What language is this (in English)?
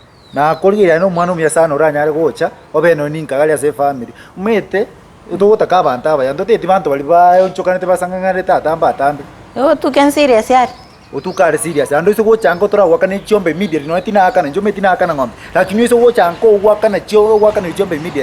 Gusii